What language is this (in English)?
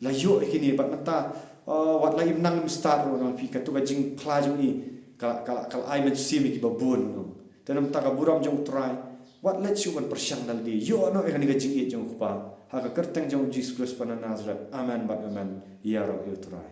Khasi